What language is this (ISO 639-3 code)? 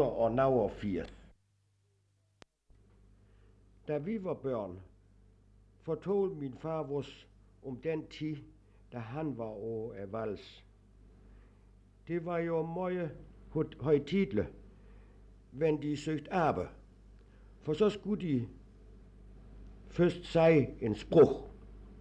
dan